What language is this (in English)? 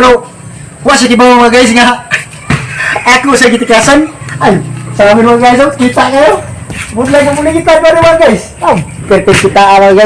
Cebuano